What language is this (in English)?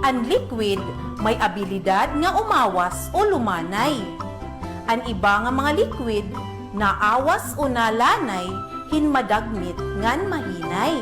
Waray